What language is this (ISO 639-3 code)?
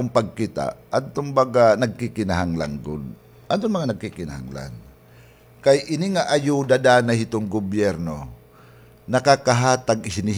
war